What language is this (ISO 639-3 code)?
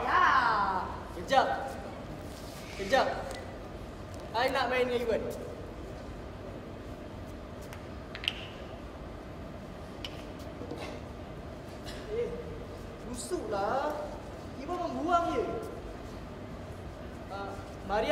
msa